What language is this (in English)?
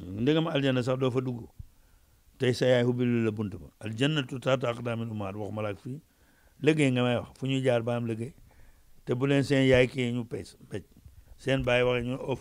Wolof